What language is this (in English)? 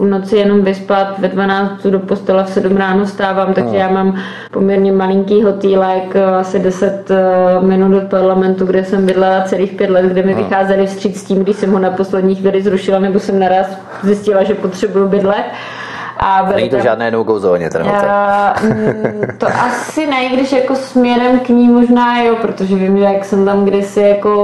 Czech